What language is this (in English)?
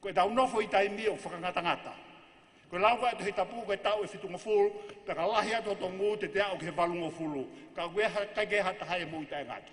Tongan